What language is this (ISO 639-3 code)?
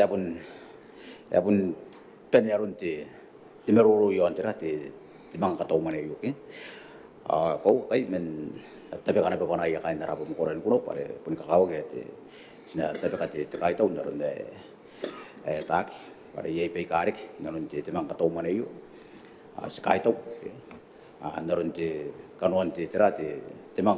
gil